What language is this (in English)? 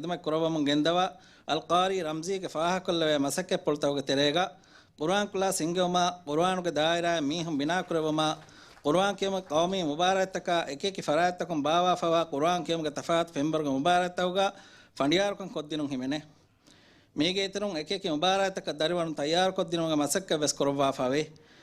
Divehi